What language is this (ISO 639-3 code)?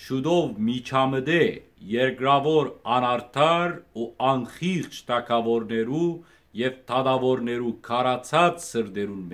hyw